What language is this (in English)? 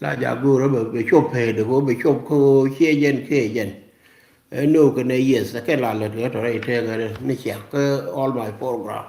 Nuer